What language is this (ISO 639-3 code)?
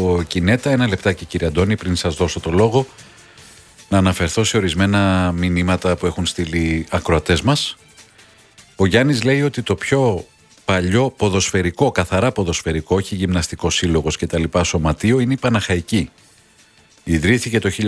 ell